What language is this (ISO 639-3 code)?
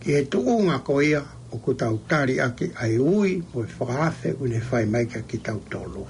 ton